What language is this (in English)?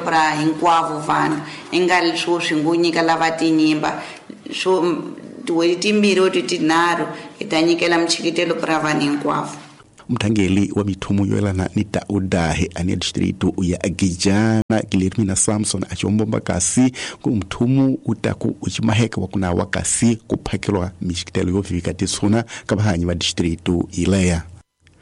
Tsonga